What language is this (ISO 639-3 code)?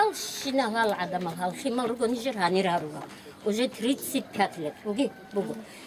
ava